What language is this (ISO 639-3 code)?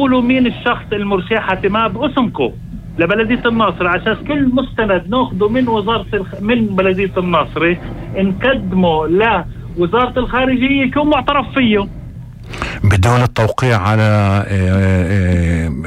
apc